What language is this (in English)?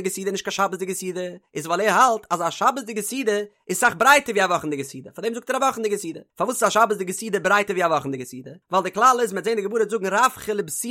Yiddish